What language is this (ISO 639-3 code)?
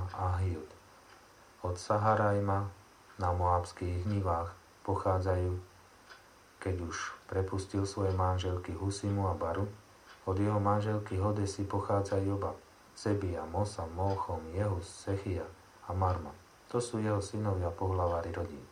slk